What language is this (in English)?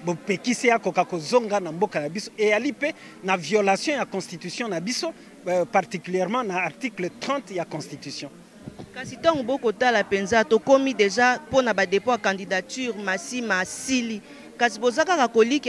Lingala